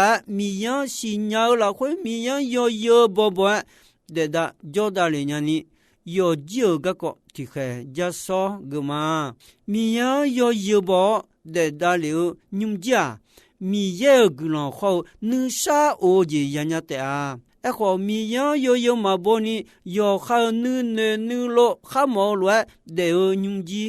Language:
Akha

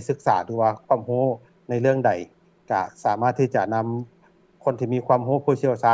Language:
Lao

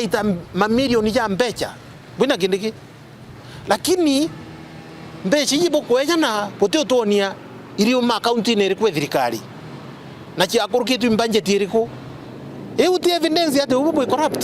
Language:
Meru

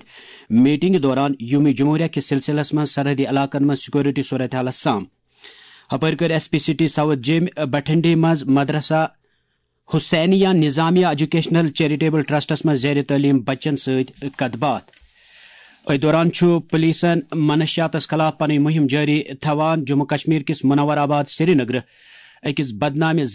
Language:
Kashmiri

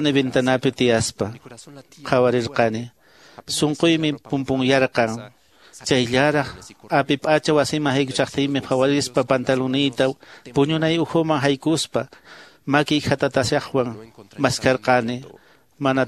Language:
Quechua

